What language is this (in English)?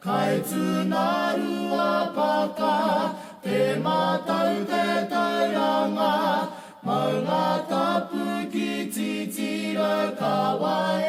Māori